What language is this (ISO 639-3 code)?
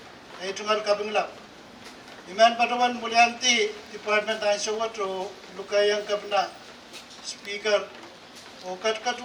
pon